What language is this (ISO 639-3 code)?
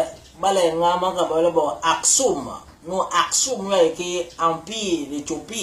bas